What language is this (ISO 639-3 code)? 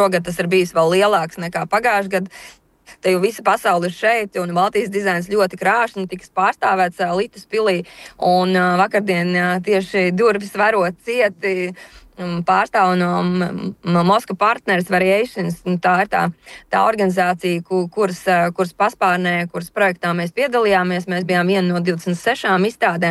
lav